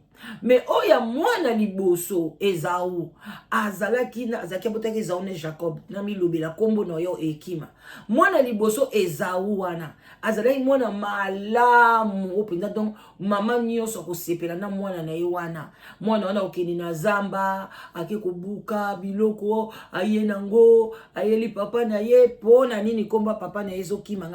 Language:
Lingala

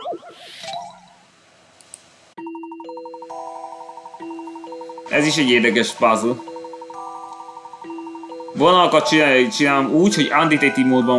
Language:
Hungarian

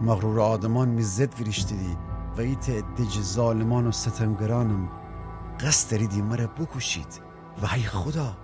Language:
Gilaki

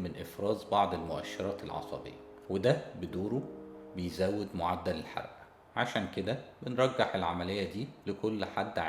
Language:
Egyptian Arabic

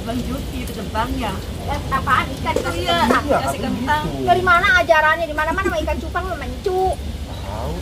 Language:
Betawi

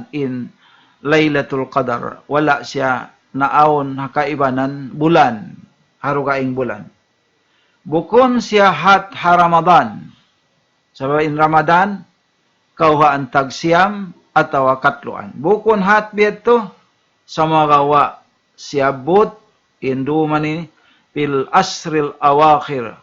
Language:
Tausug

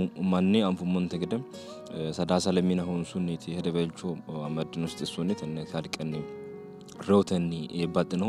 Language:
Sidamo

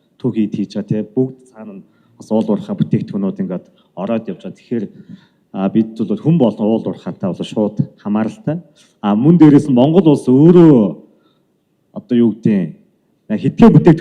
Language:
Mongolian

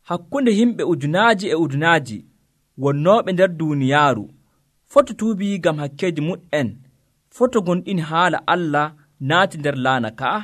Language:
Nigerian Fulfulde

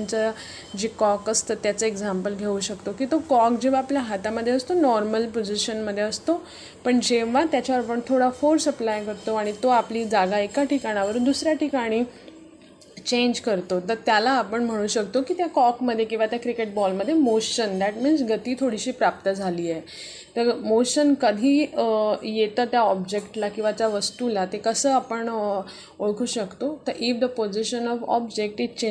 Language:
Marathi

